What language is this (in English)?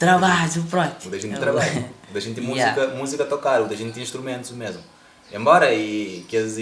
Kabuverdianu